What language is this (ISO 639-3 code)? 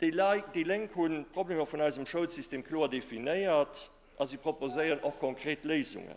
ltz